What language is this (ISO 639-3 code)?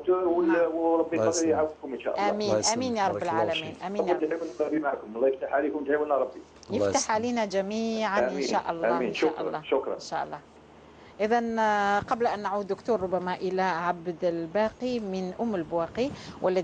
arq